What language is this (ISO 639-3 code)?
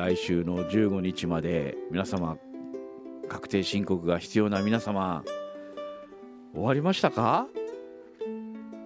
jpn